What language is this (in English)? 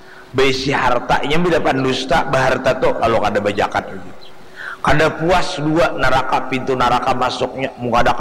Banjar